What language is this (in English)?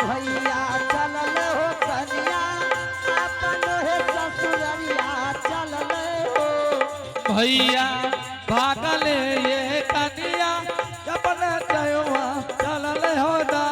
Angika